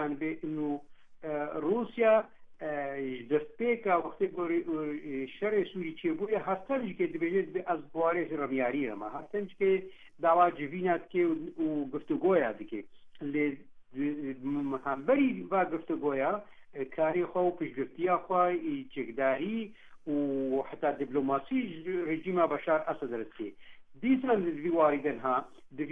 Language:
Kurdish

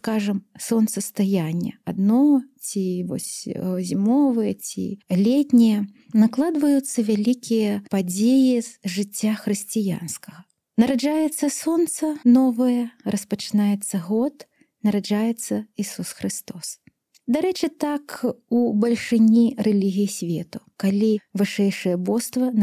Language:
Belarusian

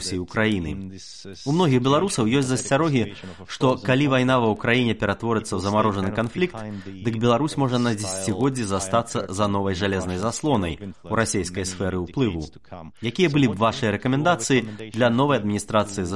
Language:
Belarusian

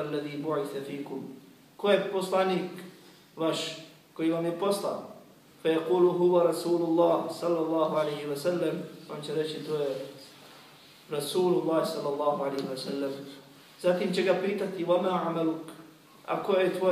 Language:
Bosnian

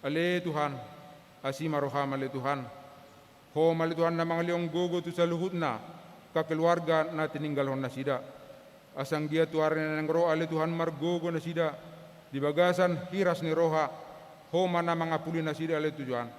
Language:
Batak Toba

